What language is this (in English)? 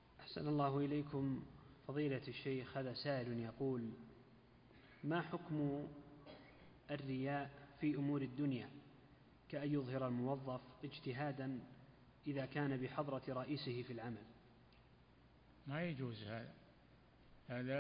Arabic